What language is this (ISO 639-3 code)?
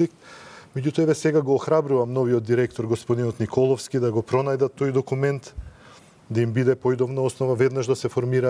mkd